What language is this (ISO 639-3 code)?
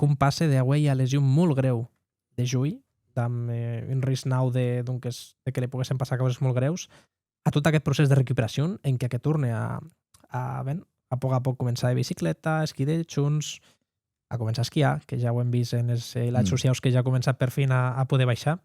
oci